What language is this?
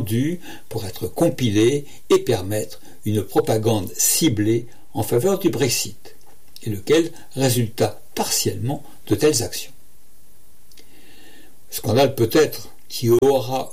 French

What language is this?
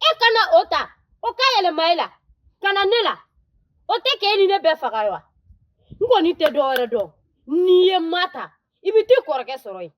Bambara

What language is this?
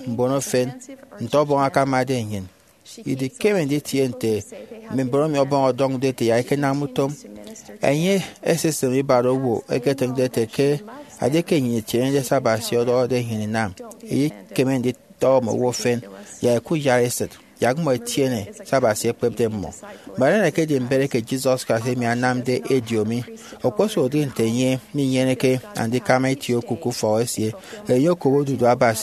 Efik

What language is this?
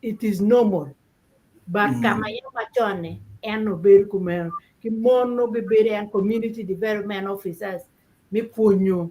Acoli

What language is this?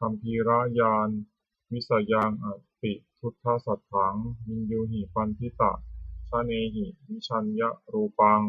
Pali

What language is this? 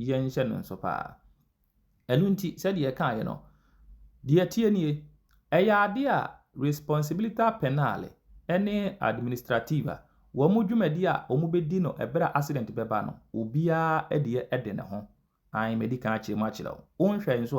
Akan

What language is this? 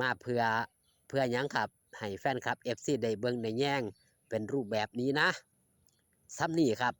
Lao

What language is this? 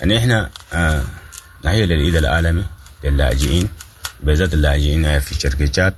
Sudanese Arabic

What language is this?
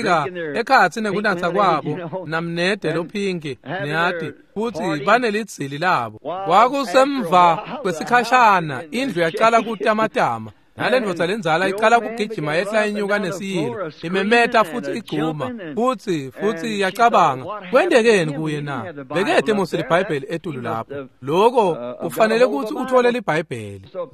Swati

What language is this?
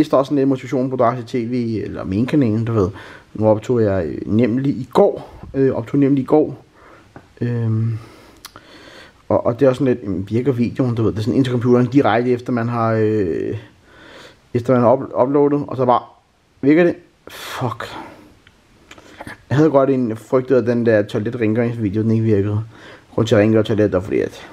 Danish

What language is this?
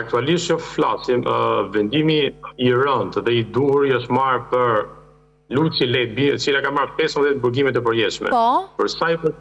Albanian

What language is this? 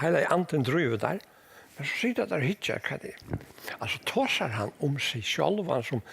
Faroese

